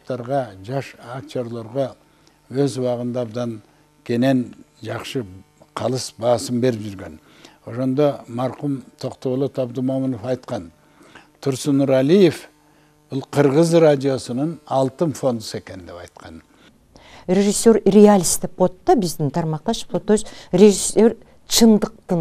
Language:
Kyrgyz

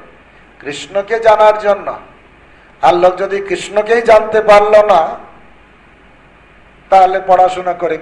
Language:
Bangla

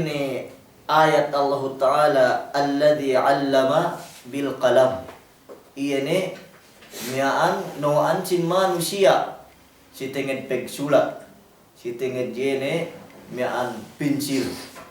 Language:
Yakan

